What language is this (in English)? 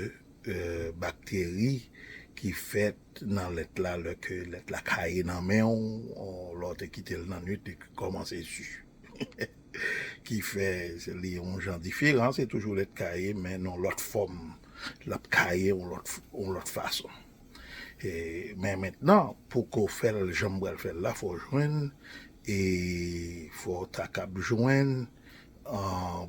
Haitian Creole